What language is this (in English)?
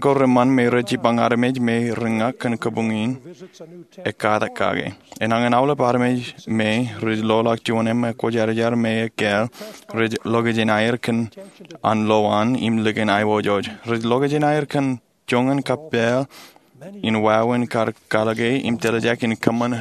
Marshallese